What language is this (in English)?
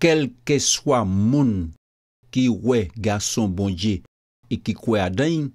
Guadeloupean Creole French